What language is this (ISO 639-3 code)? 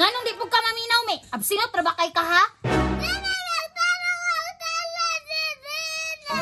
ceb